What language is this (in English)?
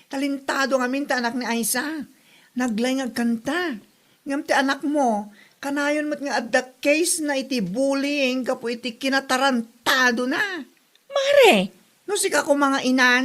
Iloko